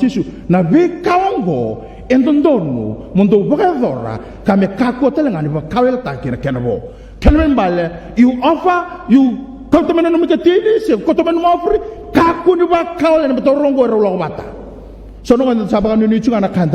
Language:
Fijian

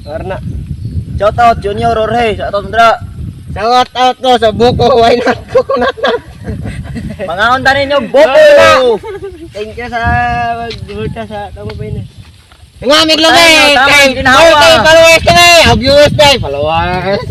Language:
Cebuano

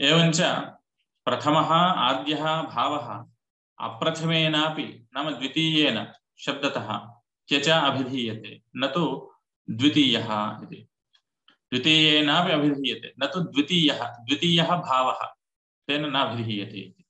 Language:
Sanskrit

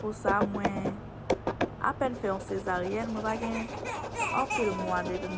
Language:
Haitian Creole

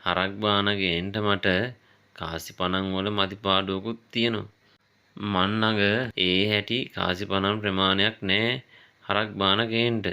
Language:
Sinhala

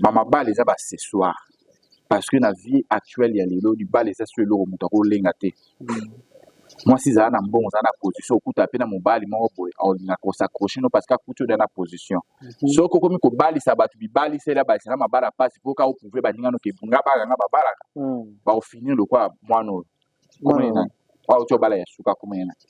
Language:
Lingala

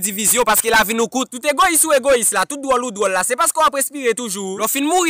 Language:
Haitian Creole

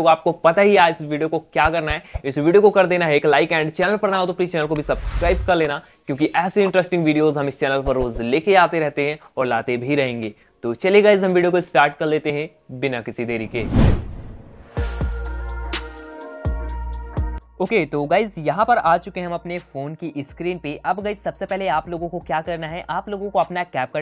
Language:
Hindi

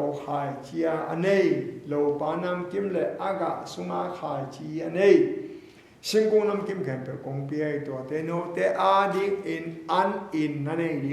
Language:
Tedim Chin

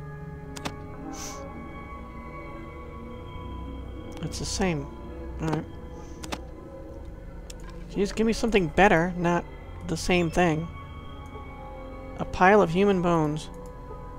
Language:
English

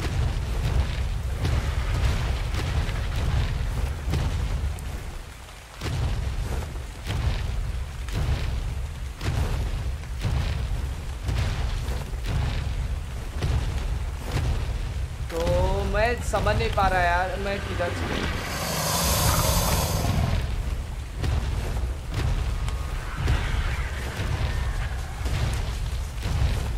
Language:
Hindi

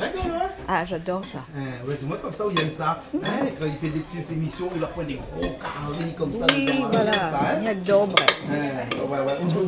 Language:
Réunion Creole French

